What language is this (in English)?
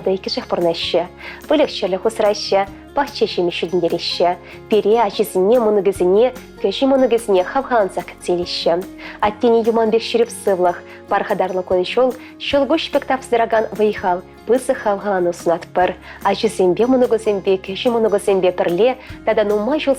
Chuvash